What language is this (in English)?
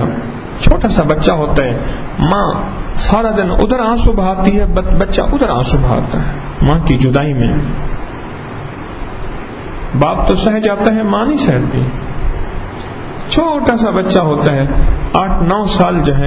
Urdu